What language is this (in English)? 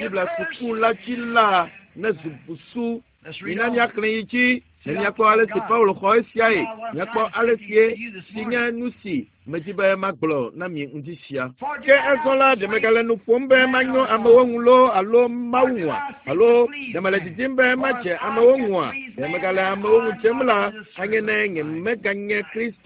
Ewe